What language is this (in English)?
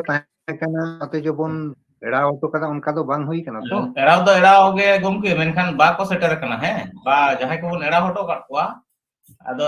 Santali